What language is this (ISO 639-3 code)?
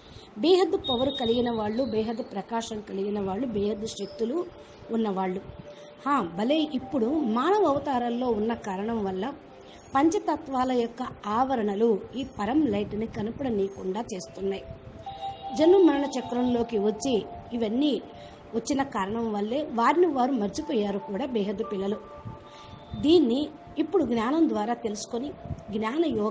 tel